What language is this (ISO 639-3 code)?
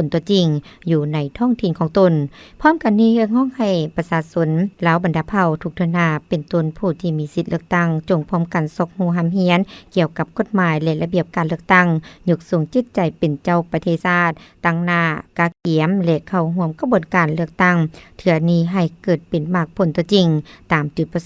lao